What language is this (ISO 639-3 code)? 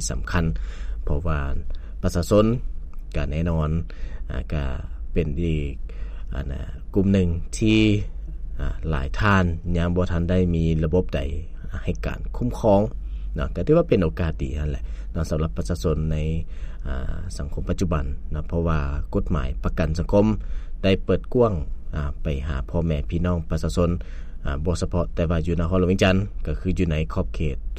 lao